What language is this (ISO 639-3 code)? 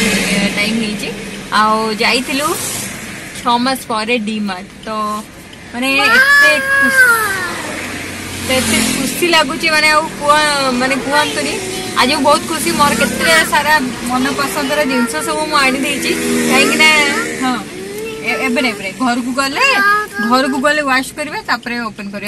ori